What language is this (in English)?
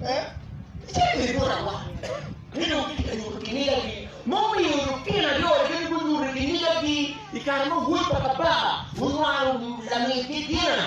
Acoli